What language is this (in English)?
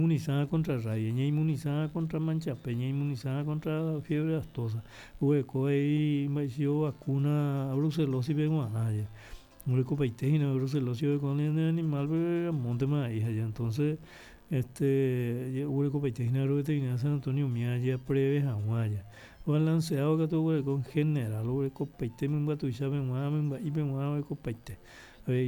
Guarani